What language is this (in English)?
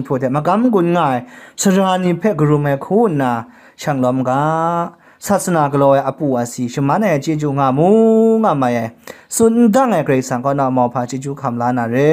Kachin